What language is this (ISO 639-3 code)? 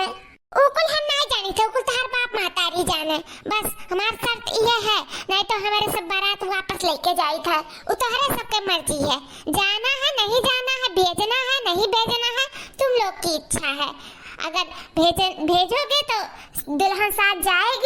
awa